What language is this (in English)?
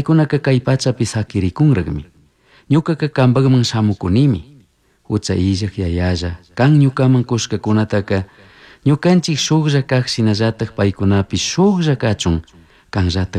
Chimborazo Highland Quichua